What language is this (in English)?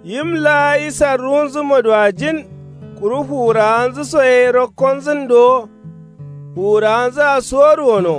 Kanuri